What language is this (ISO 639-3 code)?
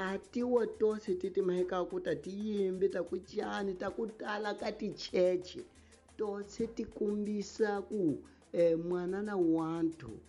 tso